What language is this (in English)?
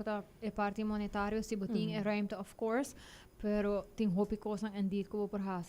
Papiamento